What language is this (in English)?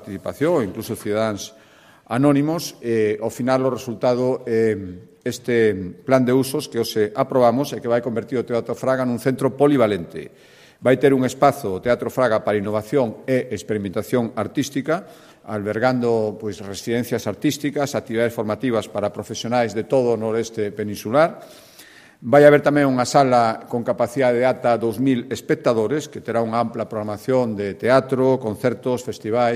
Galician